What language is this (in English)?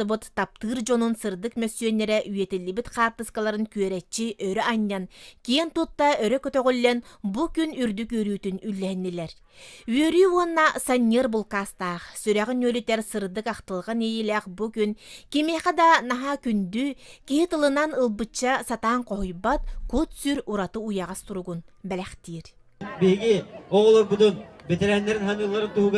Yakut